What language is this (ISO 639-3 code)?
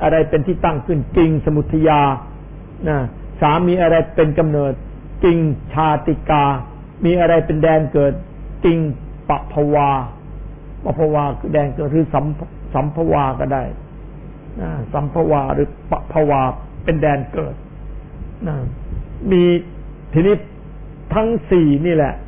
tha